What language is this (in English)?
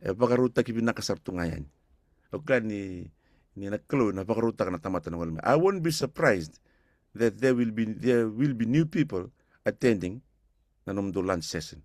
Fijian